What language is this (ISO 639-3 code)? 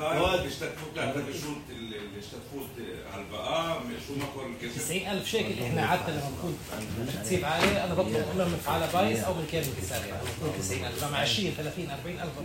apc